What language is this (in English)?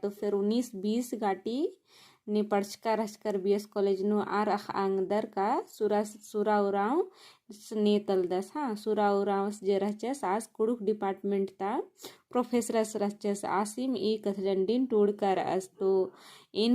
Kurukh